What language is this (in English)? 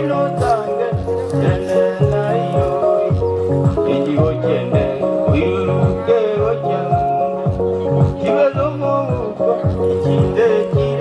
Gusii